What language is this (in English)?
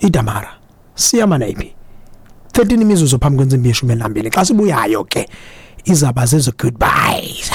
Xhosa